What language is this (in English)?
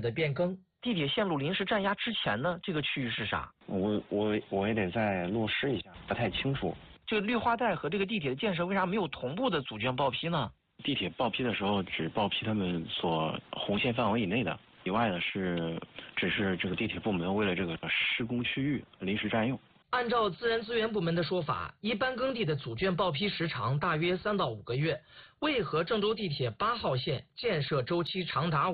Chinese